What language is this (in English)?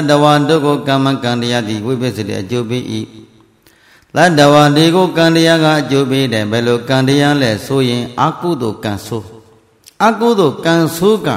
Burmese